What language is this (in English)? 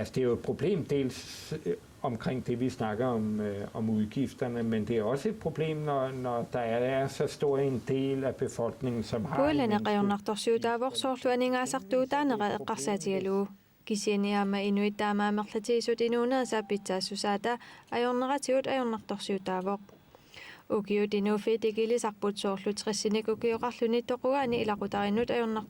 Kalaallisut